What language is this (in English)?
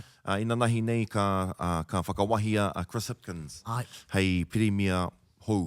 Māori